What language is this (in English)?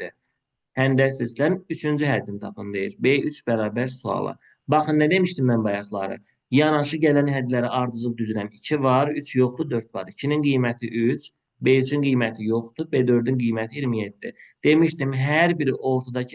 Azerbaijani